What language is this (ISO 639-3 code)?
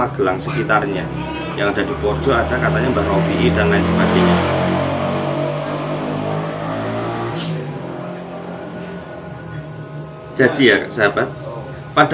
ind